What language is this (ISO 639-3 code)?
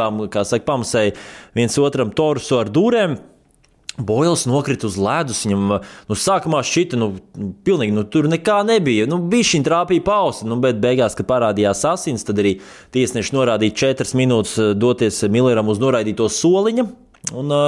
lav